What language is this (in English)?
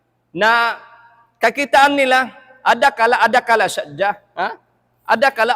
Tausug